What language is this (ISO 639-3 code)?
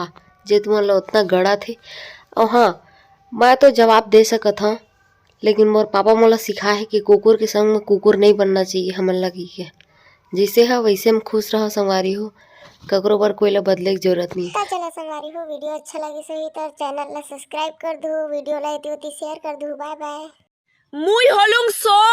hne